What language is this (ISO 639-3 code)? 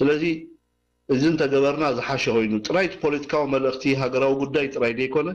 tir